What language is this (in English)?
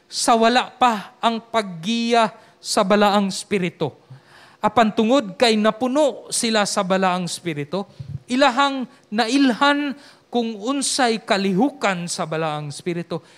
Cebuano